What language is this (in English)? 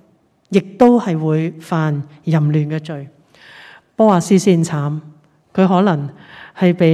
Cantonese